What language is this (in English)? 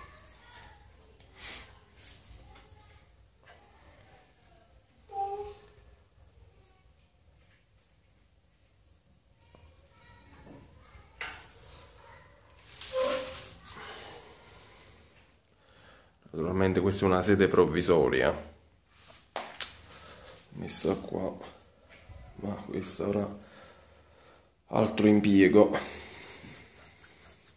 Italian